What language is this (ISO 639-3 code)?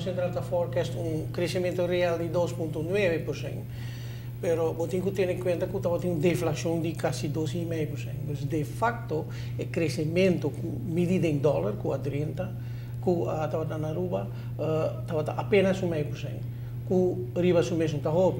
pap